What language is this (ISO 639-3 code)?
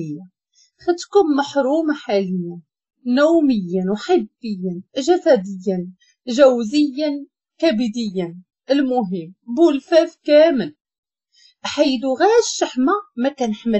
ary